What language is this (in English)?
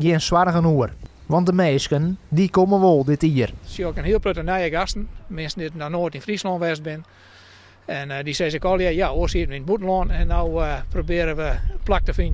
Western Frisian